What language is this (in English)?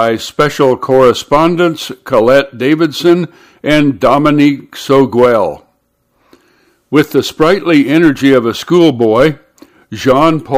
English